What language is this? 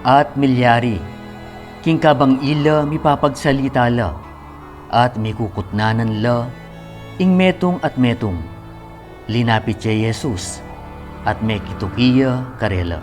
Pampanga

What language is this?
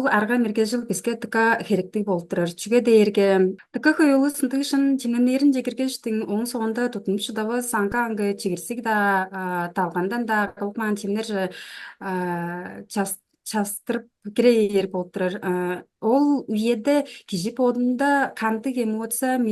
Tuvinian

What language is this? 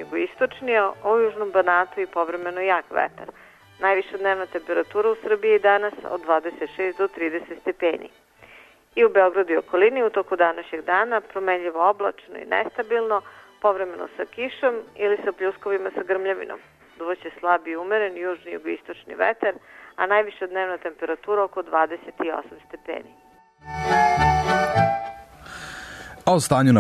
Serbian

